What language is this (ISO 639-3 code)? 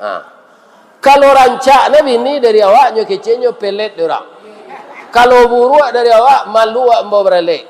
min